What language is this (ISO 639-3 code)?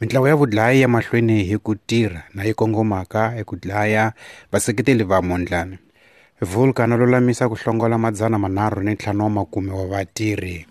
tso